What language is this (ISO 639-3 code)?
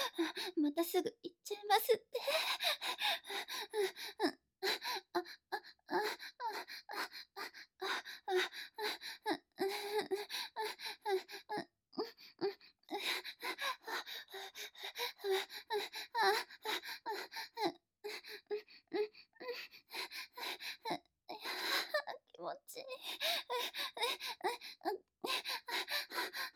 jpn